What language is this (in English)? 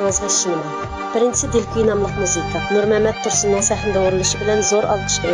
Uyghur